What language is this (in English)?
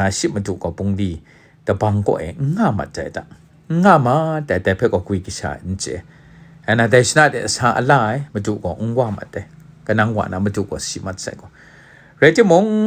Kachin